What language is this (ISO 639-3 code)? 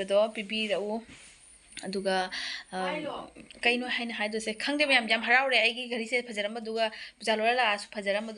mni